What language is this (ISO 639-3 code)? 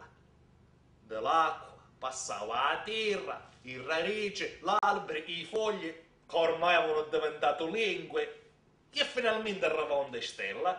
scn